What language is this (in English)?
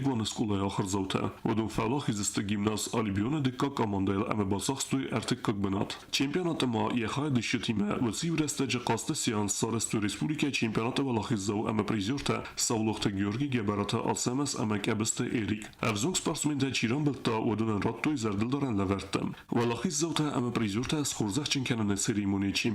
Ossetic